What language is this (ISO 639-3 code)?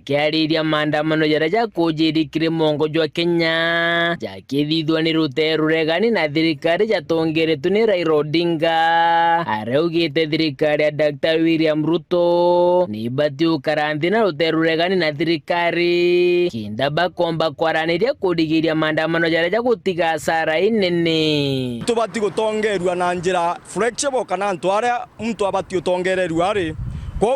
mer